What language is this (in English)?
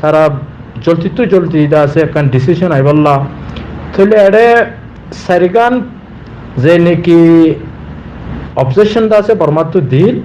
Rohingya